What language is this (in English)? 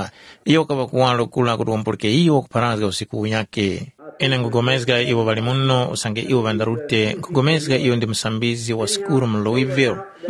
Tumbuka